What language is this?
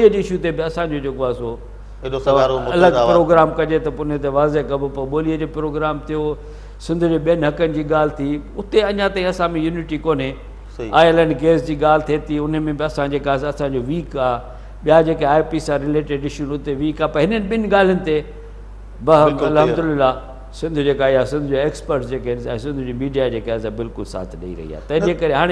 Sindhi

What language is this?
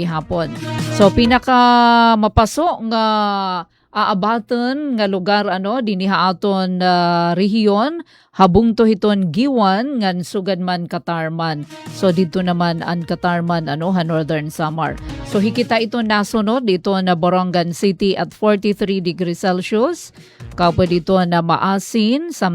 Waray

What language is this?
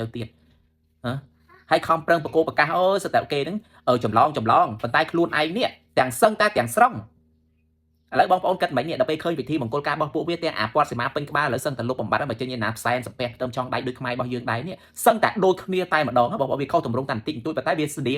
Khmer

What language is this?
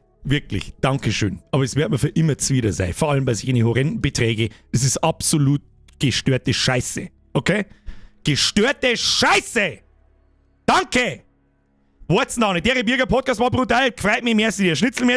Bavarian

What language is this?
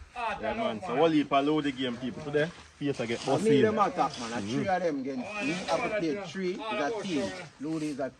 Jamaican Creole English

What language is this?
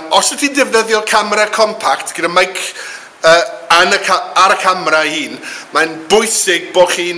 Welsh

